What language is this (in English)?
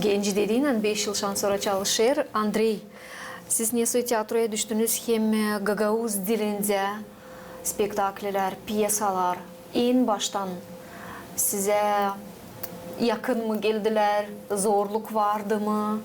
Gagauz